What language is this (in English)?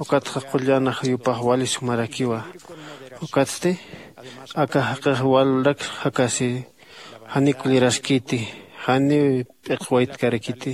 Aymara